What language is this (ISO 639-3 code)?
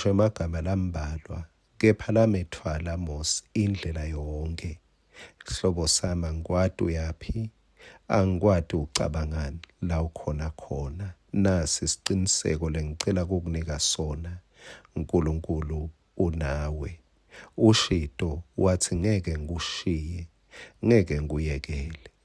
ssw